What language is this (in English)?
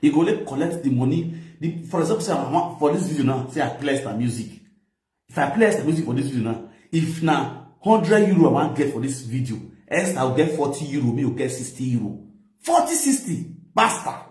Nigerian Pidgin